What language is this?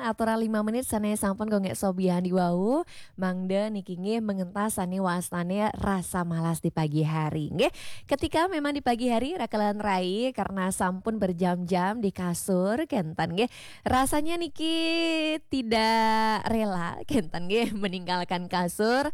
Balinese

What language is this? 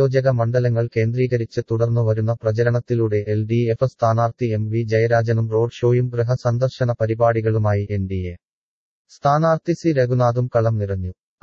Malayalam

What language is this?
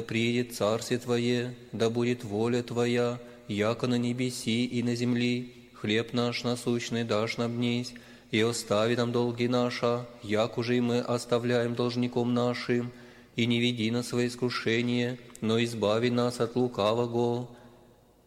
Russian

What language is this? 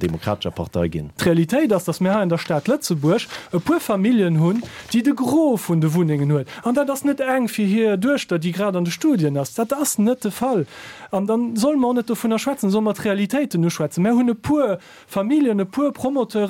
Luxembourgish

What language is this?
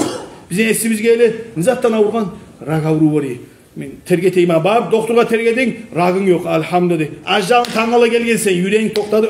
Kumyk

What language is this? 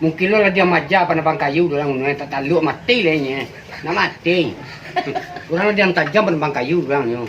Minangkabau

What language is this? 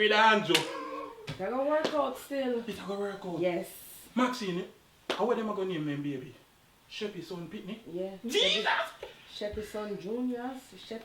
Jamaican Creole English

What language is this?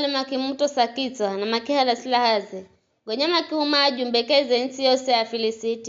Giryama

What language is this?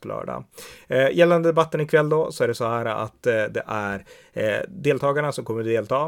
Swedish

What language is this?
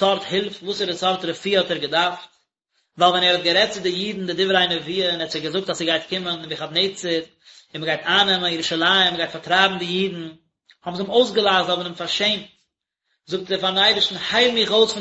Yiddish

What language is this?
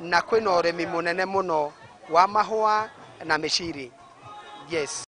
Kikuyu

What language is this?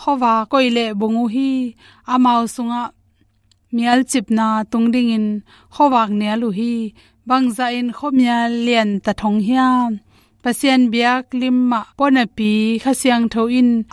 Tedim Chin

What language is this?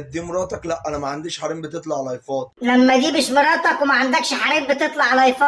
Egyptian Arabic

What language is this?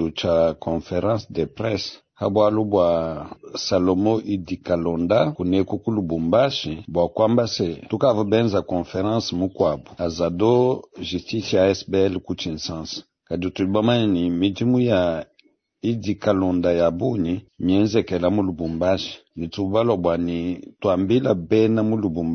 Luba-Lulua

